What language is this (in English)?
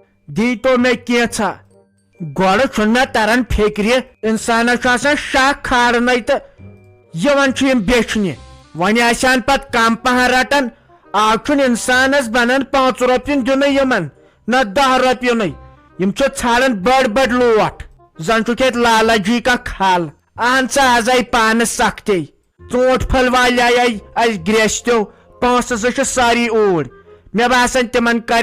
Kashmiri